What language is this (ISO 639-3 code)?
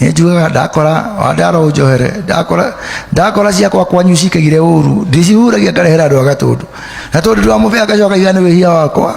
kik